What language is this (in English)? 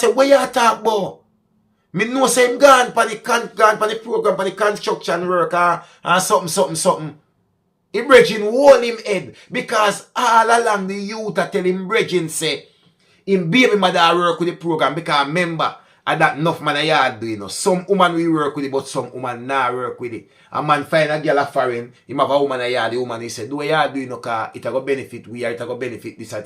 Jamaican Creole English